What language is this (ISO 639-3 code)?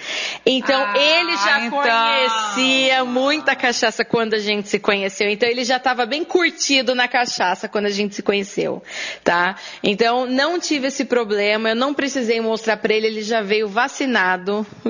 por